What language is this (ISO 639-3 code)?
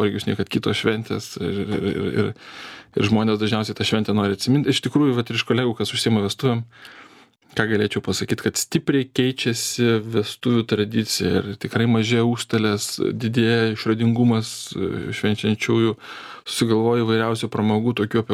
lit